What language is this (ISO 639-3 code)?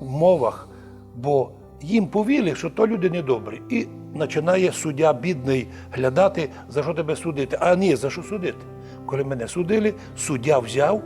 rue